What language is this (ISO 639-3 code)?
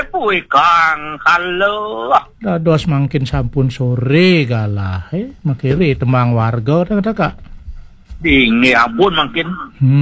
ban